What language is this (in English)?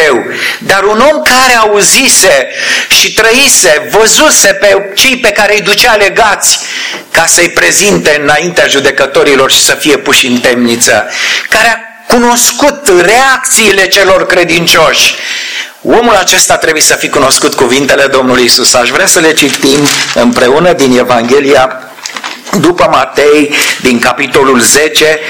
Romanian